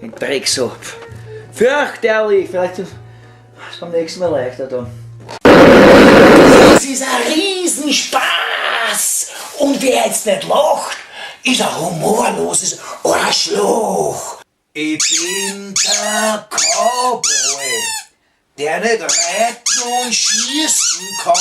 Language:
Bavarian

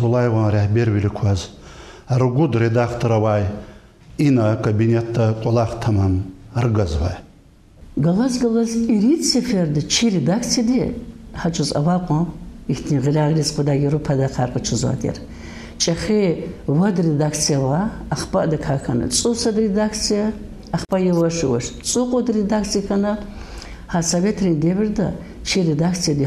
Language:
Lezghian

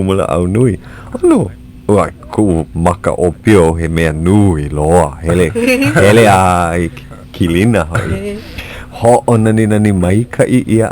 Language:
Hawaiian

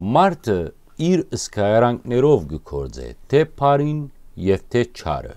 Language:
Western Armenian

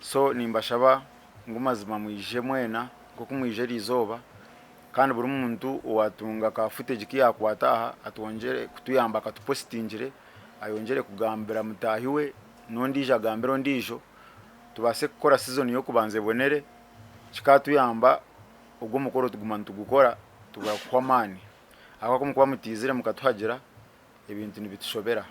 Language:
Nyankole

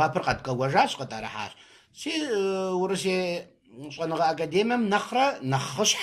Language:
Kabardian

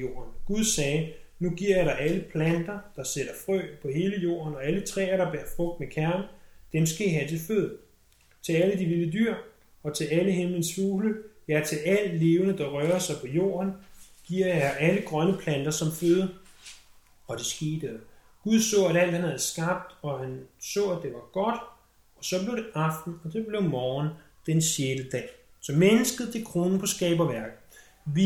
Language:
Danish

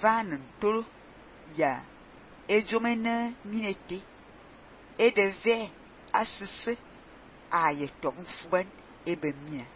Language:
Fang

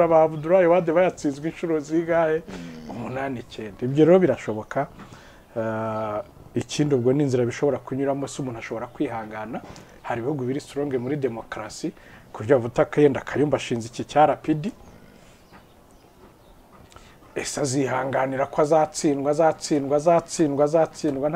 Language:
Kinyarwanda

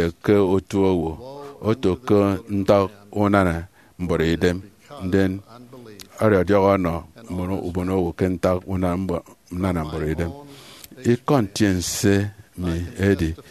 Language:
Efik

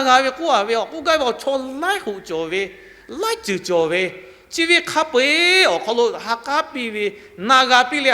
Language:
Lahu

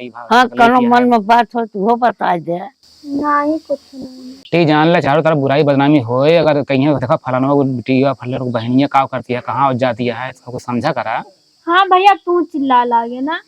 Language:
Awadhi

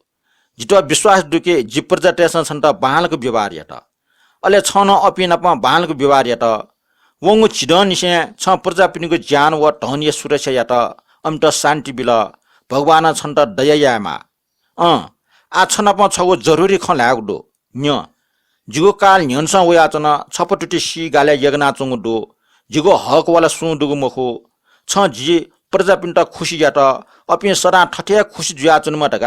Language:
Newari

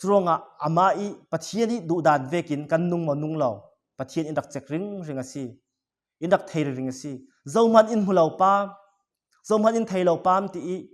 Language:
Falam Chin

